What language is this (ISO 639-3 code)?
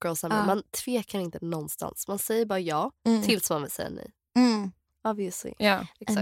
swe